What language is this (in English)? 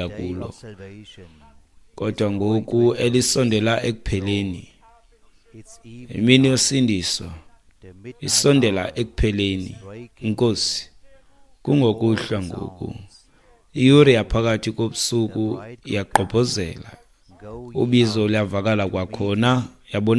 Xhosa